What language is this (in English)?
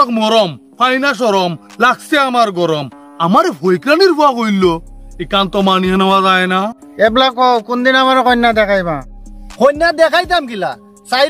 Sylheti